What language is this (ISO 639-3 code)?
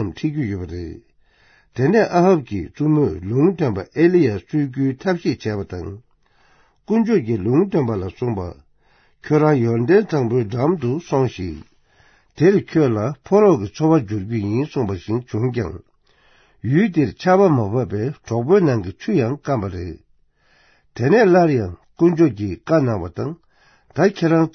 bod